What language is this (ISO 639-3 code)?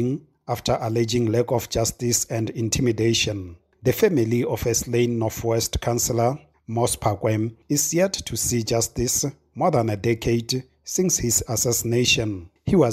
eng